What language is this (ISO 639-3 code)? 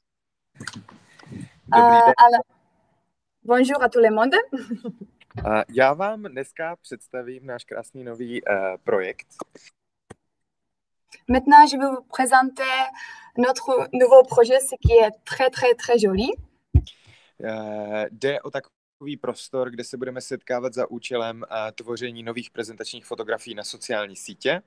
ces